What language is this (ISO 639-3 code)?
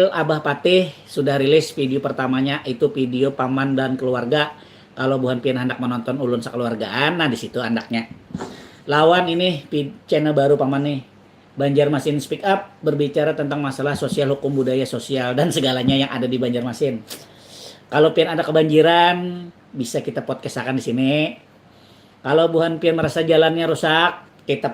bjn